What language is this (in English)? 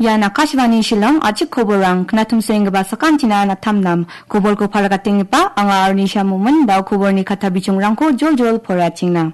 Garo